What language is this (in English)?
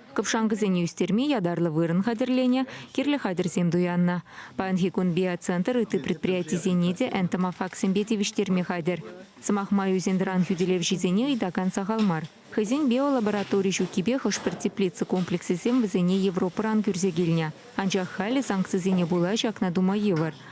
Chuvash